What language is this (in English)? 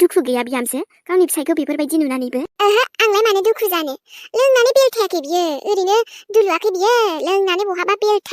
Bodo